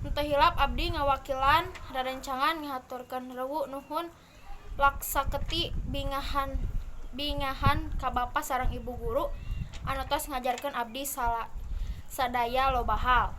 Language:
Sundanese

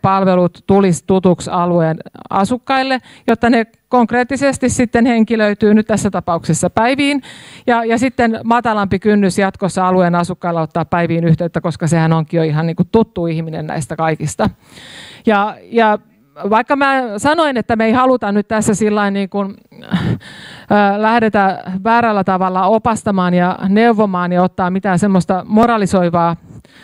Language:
Finnish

